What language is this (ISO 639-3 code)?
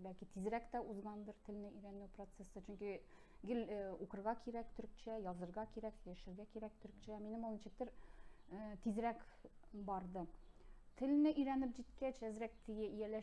tat